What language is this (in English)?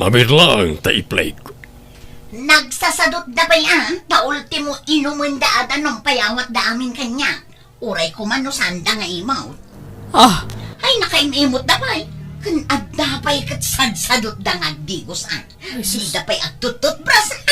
Iloko